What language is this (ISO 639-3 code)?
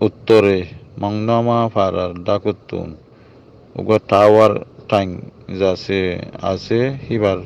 rhg